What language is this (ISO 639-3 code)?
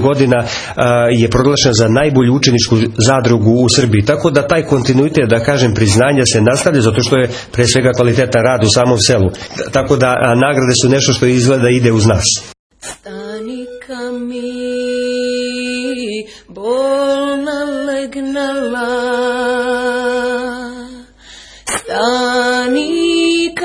srp